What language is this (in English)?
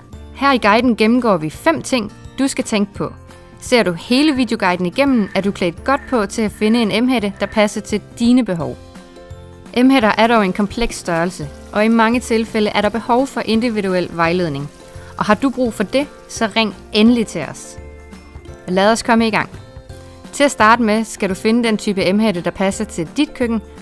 Danish